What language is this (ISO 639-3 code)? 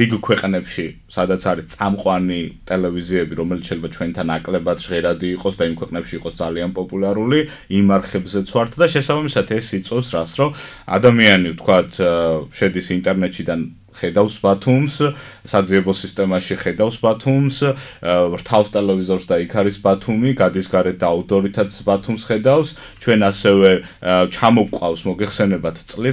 kat